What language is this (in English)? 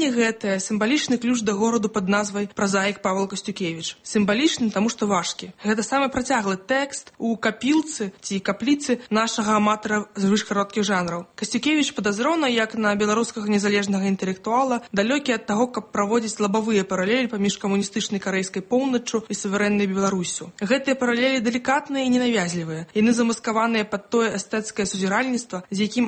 Belarusian